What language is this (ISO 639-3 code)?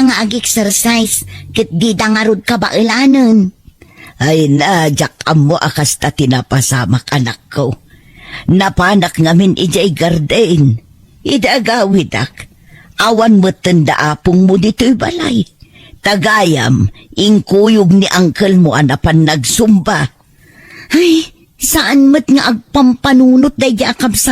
ilo